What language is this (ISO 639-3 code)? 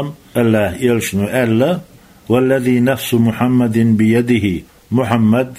che